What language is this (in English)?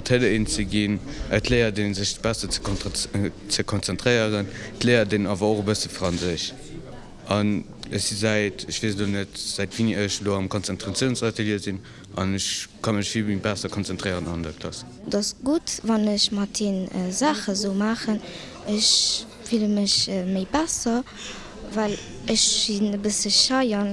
Luxembourgish